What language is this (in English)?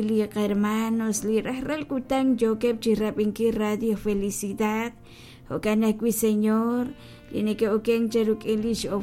Kekchí